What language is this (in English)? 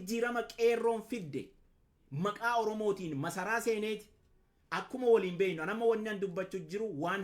Oromo